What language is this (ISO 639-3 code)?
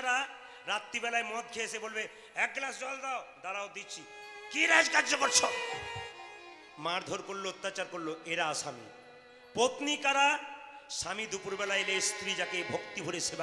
ben